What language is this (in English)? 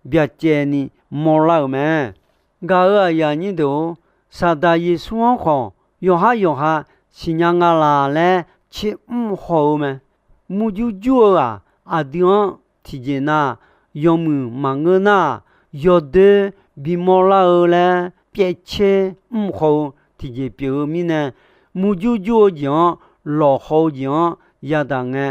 Akha